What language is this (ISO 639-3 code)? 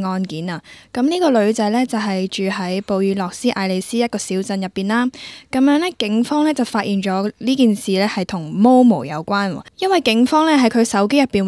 yue